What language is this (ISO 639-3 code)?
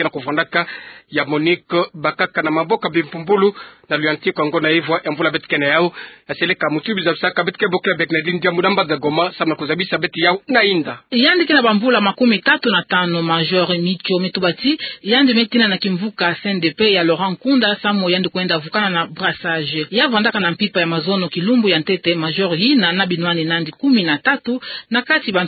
ktu